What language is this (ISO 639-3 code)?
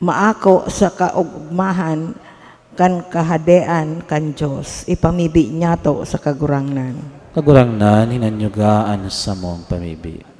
bik